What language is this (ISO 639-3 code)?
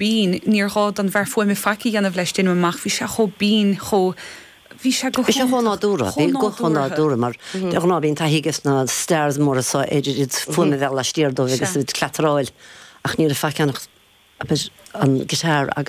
gle